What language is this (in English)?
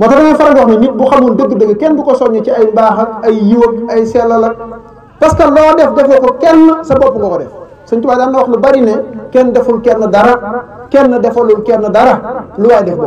Wolof